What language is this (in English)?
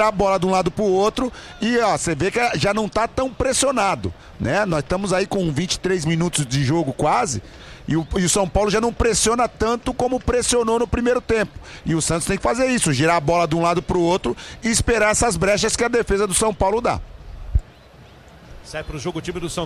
Portuguese